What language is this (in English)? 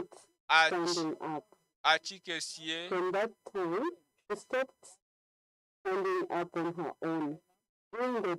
Ewe